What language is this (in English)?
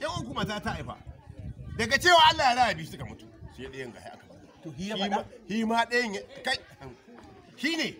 Hausa